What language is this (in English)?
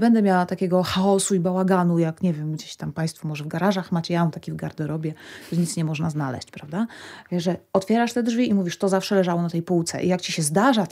Polish